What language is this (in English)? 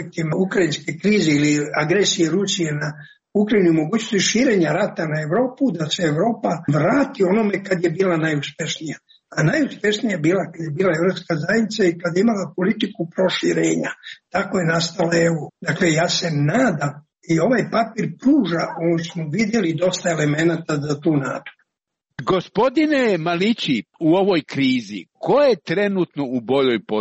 Serbian